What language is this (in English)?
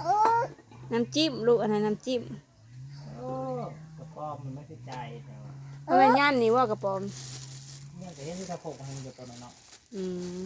Northeastern Thai